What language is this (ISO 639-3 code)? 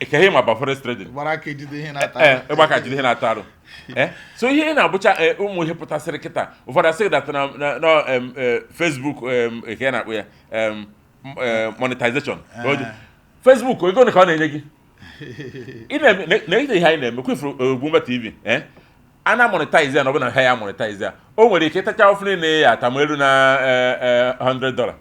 ibo